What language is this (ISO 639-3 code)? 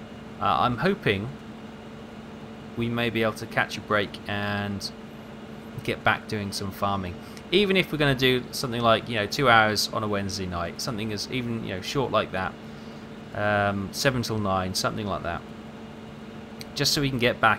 eng